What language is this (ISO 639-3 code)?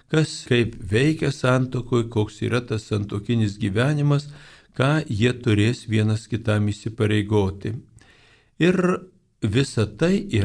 lit